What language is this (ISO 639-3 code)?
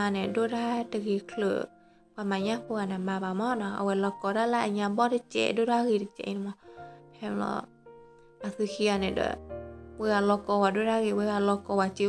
ksw